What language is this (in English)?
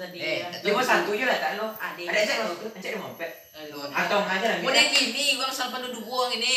Minangkabau